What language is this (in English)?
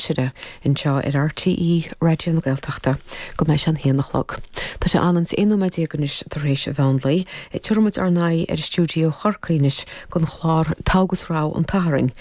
Irish